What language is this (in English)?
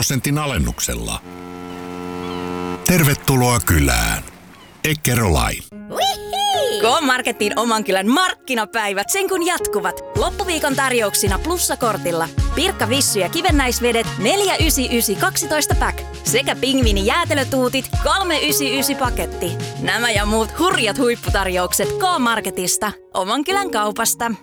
Finnish